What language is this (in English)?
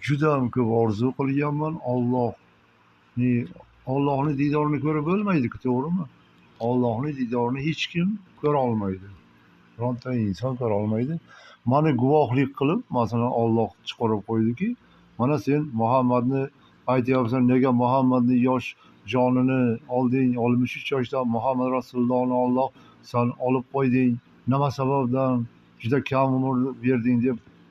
Uzbek